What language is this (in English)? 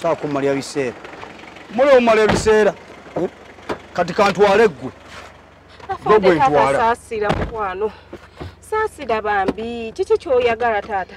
Ganda